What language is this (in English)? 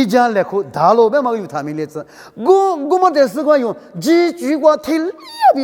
Lisu